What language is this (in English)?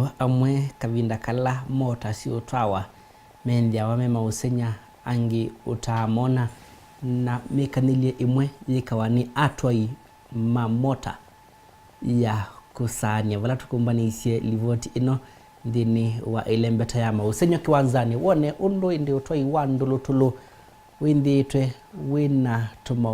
Kamba